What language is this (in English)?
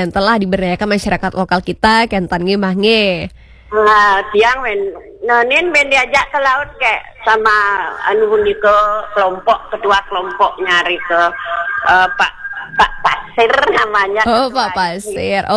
Balinese